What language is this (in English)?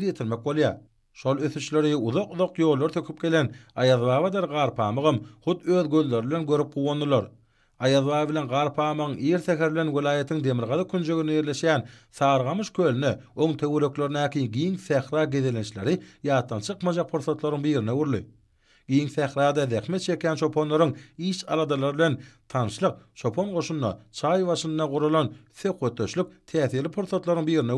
Turkmen